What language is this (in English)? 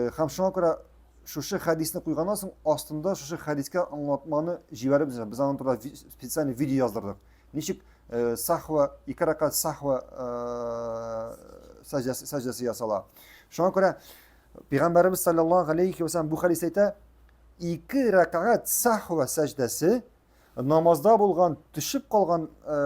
Tatar